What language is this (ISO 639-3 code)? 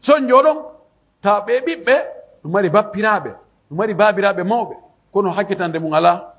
fuf